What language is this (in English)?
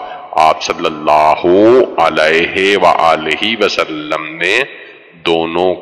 Urdu